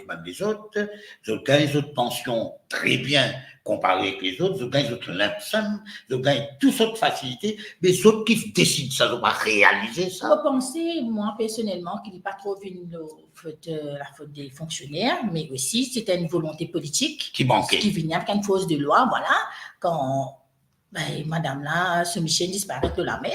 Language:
Morisyen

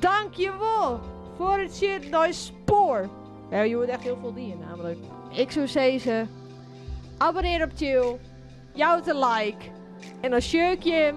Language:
Western Frisian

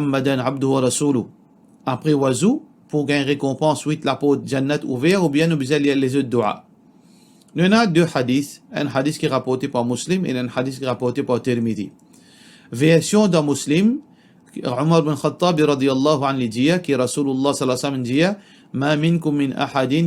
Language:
Morisyen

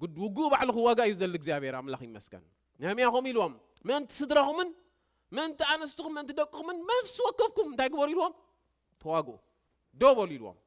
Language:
Tigrinya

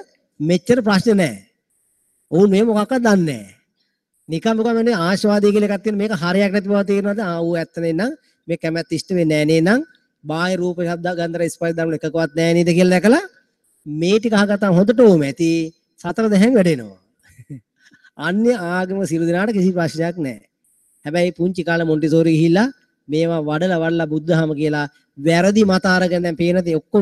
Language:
Sinhala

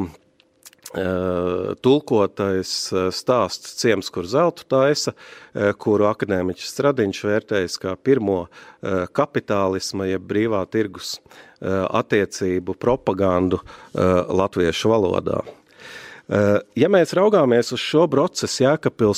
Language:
Latvian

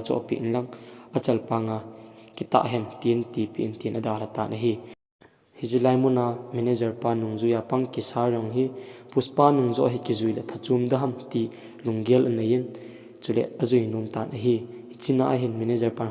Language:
Thado Chin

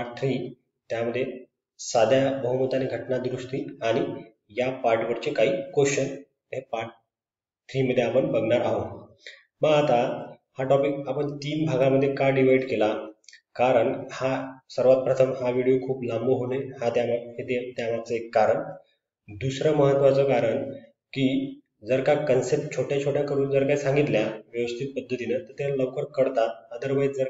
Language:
Marathi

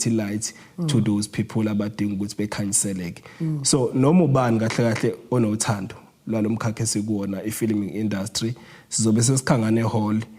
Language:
Zulu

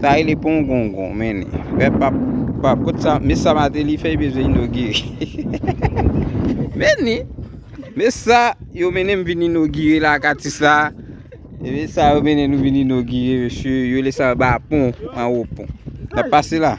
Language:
Haitian Creole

